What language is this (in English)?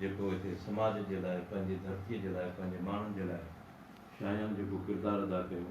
Sindhi